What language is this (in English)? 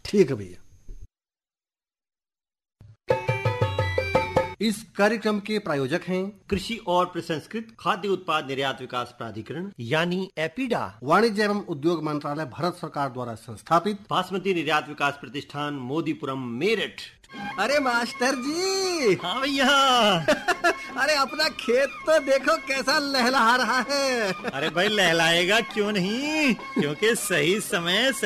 Hindi